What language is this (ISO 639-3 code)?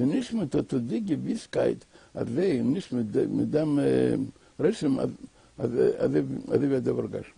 yid